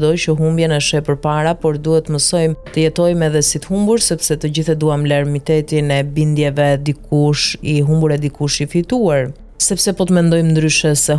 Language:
Albanian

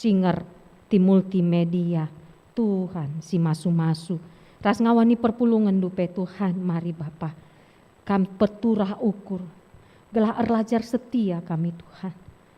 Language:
Batak Karo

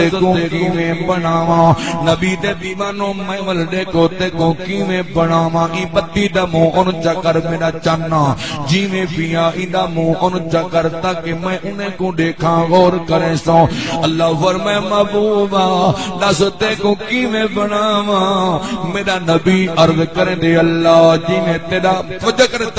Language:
Saraiki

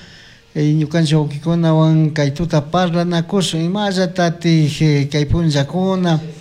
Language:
Chimborazo Highland Quichua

